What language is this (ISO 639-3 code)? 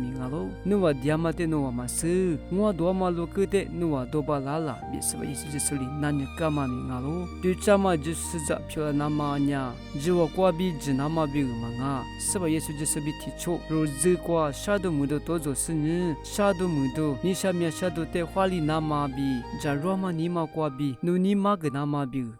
lis